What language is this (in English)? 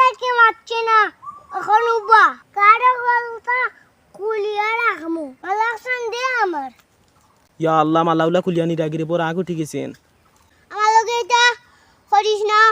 Sylheti